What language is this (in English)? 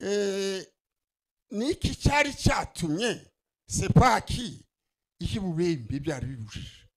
Kinyarwanda